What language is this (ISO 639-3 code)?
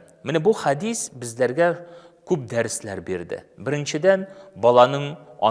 tat